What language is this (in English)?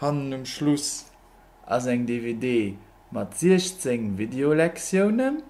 Luxembourgish